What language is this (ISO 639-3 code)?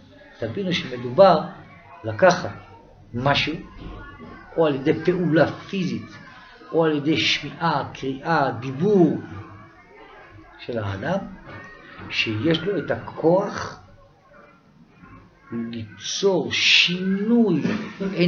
heb